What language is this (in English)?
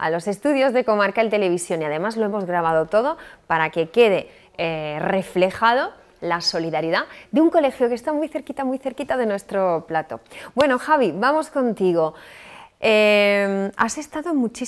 Spanish